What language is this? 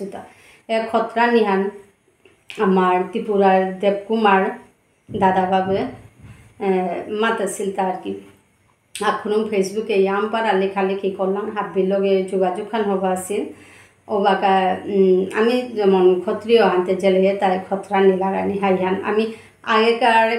Bishnupriya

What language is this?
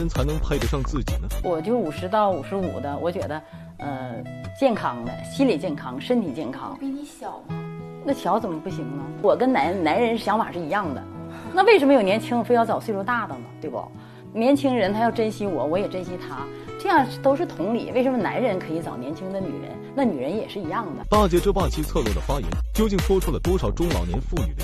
Chinese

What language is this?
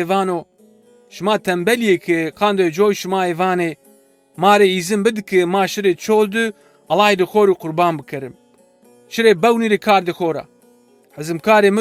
Zaza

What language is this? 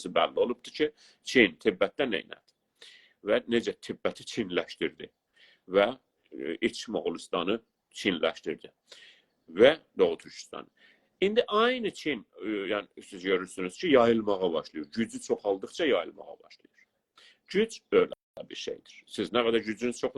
South Azerbaijani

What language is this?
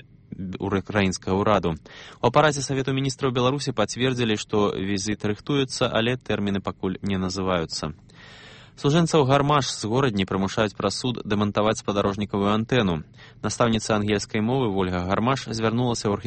Belarusian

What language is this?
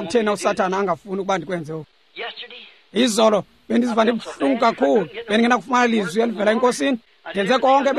Xhosa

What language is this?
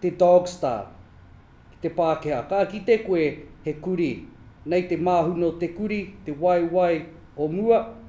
Māori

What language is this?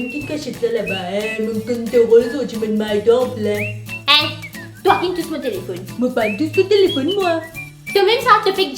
Morisyen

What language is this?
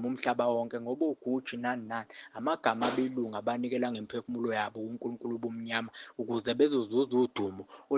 Zulu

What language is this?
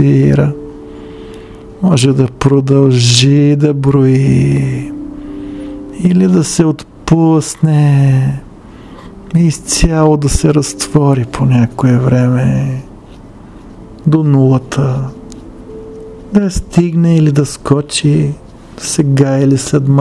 Bulgarian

